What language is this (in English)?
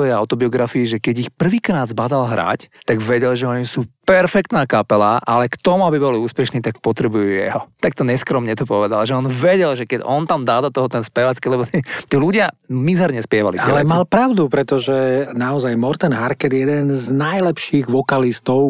Slovak